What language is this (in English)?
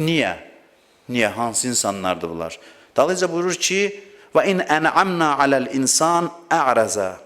Azerbaijani